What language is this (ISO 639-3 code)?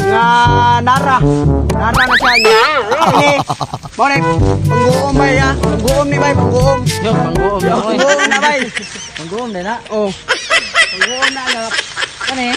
ceb